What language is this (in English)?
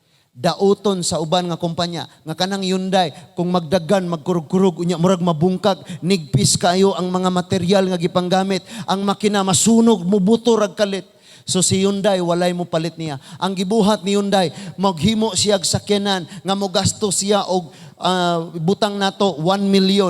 Cebuano